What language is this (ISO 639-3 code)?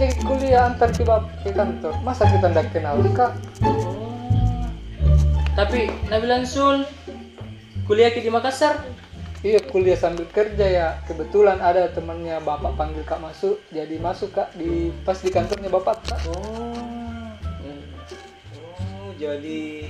mfp